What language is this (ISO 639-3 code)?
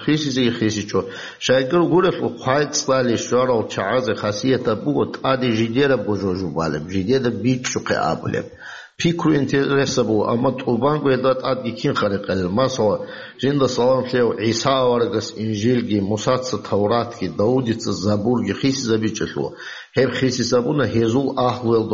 ava